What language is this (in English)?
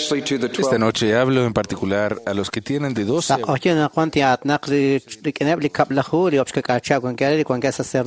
Kekchí